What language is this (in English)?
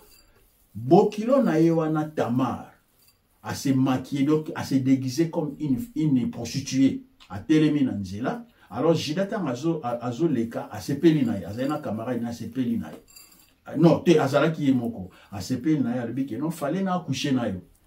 Lingala